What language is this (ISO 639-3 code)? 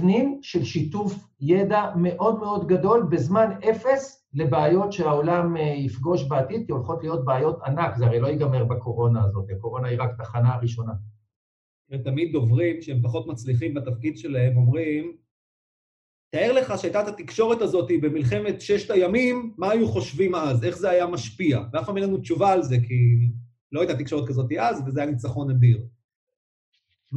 heb